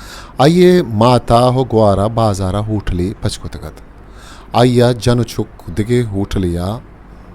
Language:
Baluchi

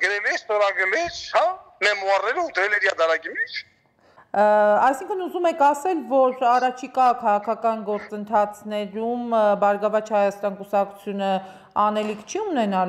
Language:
Armenian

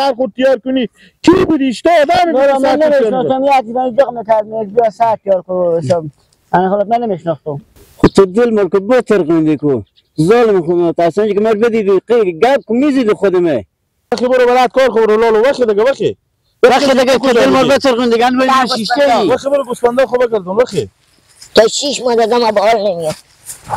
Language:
Hazaragi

